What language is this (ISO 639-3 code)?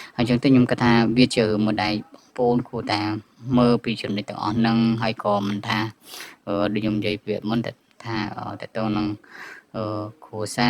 khm